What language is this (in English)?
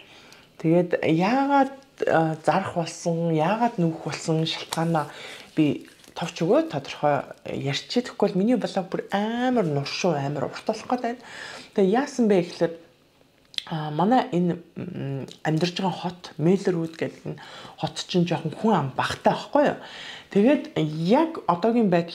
Mongolian